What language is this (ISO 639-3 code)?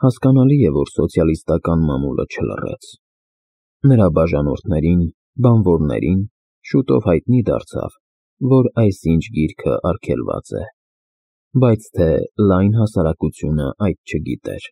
hye